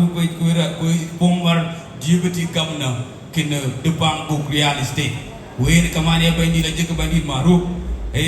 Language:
Dinka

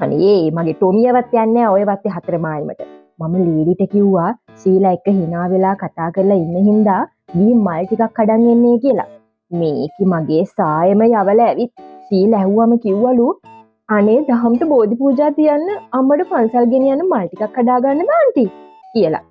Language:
Sinhala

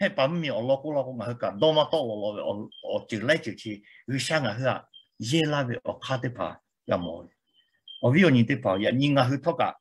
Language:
Lahu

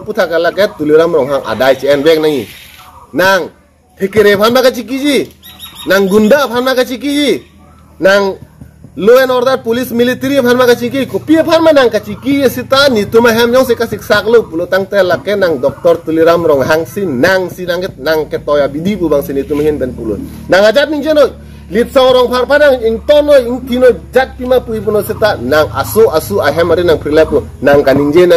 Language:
Karbi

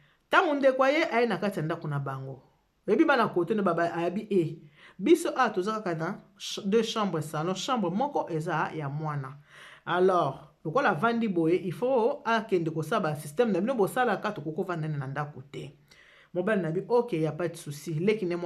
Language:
Lingala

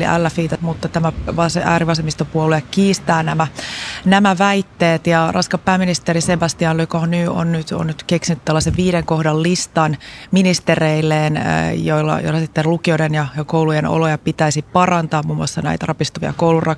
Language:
Finnish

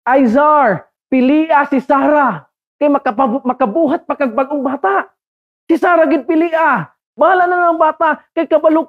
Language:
Cebuano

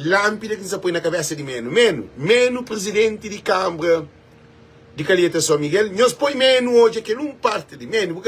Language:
Kabuverdianu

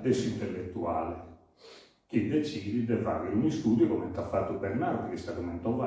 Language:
Sardinian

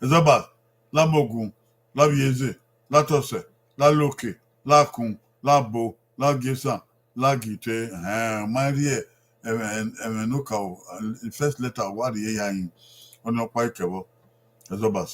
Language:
Bini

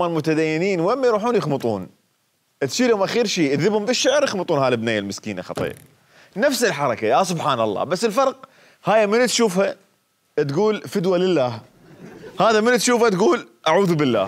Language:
Mesopotamian Arabic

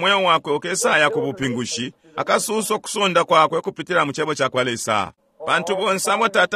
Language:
Bemba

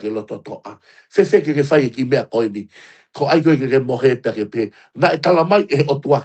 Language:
Tongan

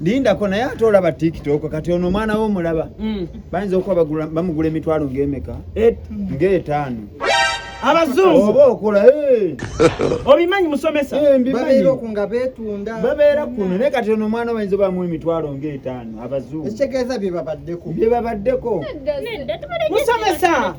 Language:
Ganda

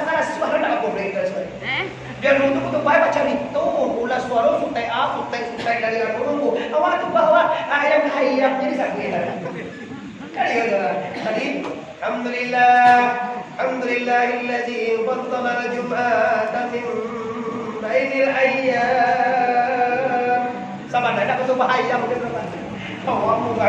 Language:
Minangkabau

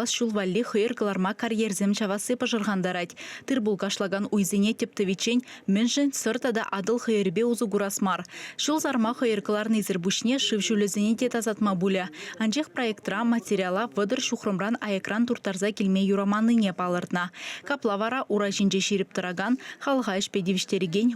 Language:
Chuvash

